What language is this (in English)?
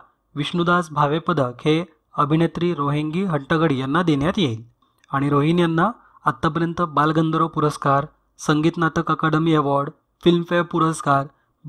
Marathi